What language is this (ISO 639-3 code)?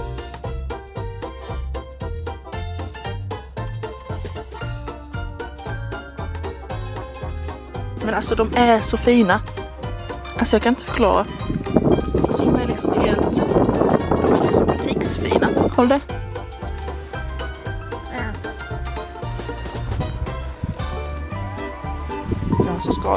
swe